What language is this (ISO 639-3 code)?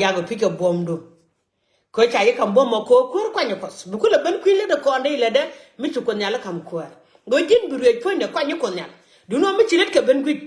nus